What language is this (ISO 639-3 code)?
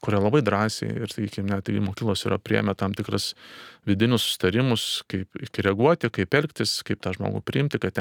lit